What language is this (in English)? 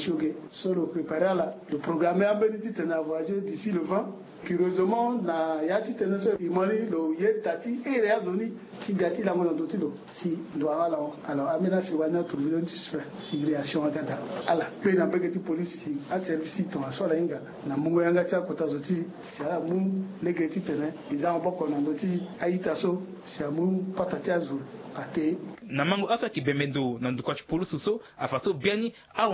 Sango